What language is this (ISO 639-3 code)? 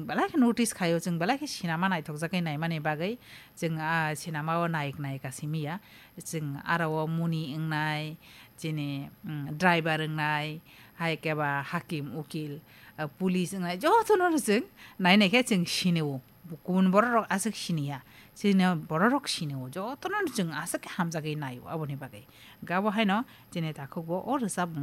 trp